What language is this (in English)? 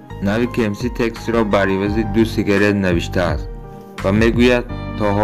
Tajik